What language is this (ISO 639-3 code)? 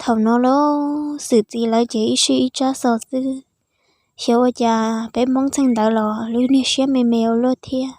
hmn